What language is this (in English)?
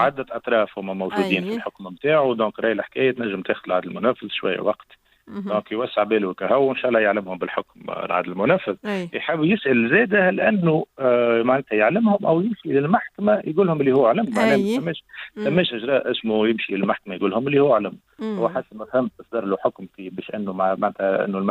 Tunisian Arabic